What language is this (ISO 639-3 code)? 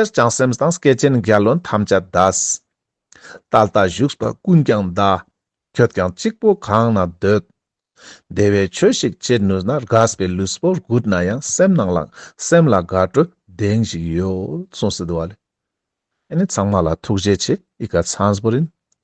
lbj